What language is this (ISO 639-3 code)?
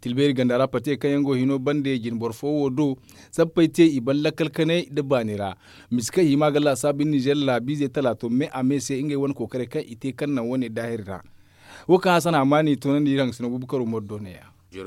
dje